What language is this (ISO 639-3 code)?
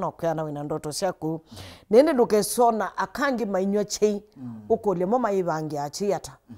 kam